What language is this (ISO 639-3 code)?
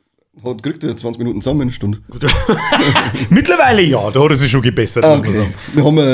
bar